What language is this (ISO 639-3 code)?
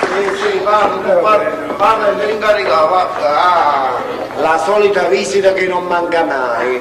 nap